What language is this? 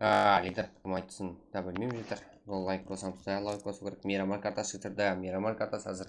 Kara-Kalpak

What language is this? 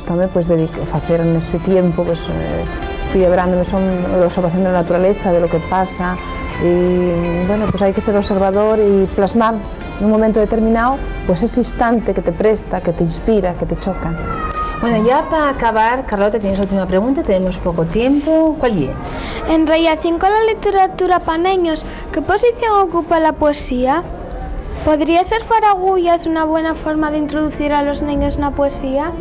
Asturian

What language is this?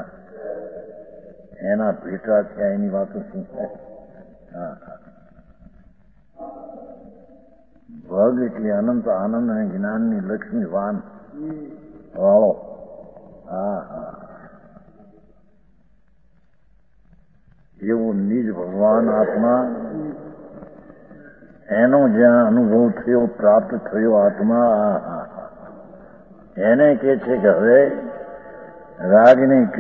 Gujarati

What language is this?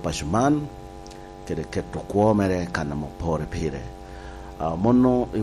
Lango (Uganda)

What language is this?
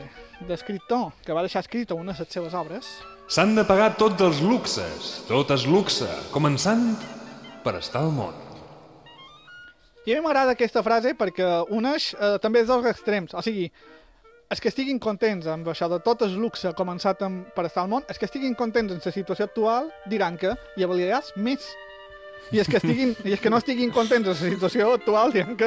Catalan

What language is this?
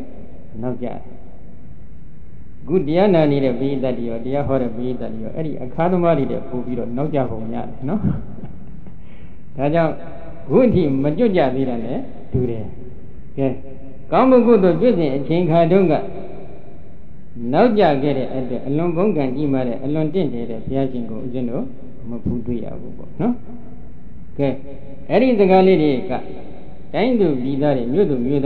Burmese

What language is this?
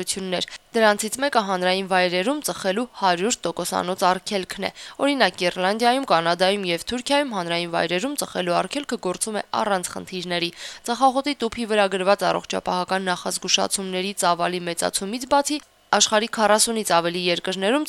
Armenian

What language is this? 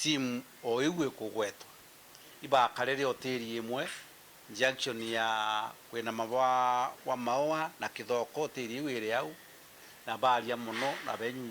Meru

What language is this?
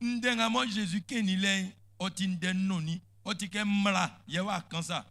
Baoulé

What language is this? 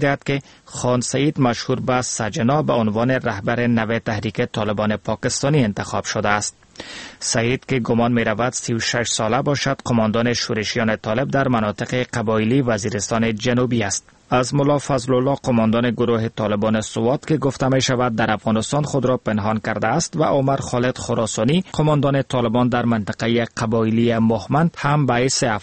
Persian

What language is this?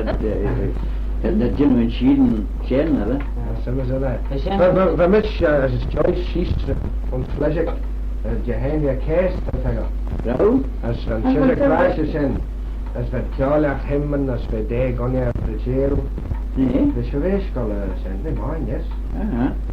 Manx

